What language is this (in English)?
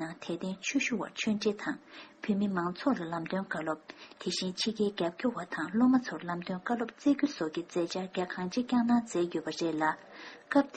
Tibetan